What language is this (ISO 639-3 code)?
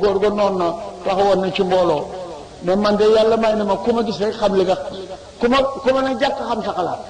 wol